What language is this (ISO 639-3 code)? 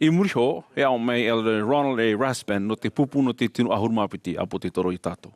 tah